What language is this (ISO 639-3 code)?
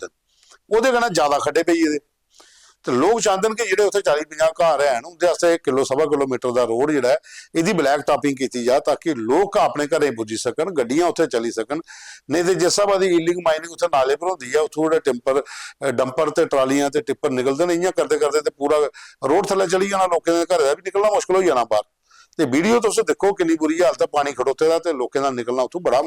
doi